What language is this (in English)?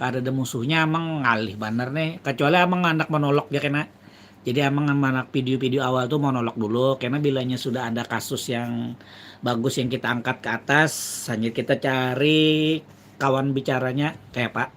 Banjar